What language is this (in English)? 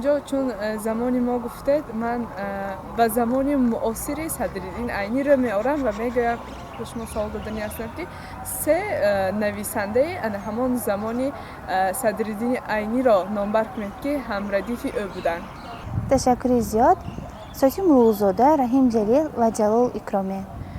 Tajik